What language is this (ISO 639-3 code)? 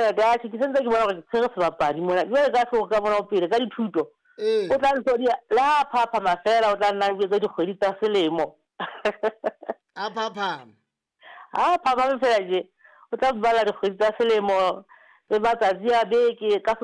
sot